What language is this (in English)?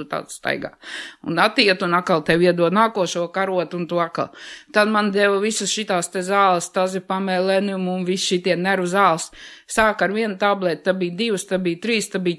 Latvian